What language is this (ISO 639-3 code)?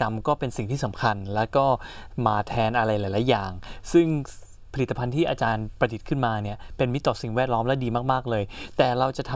tha